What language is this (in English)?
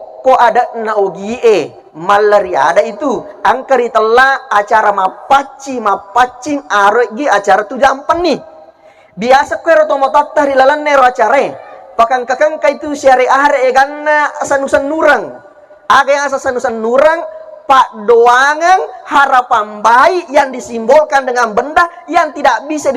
Buginese